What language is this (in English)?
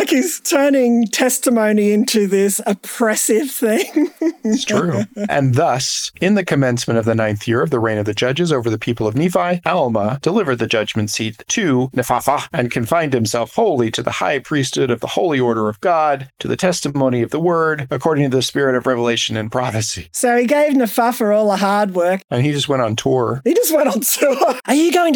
English